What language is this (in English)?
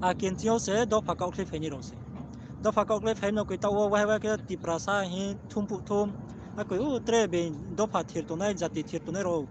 Riang (India)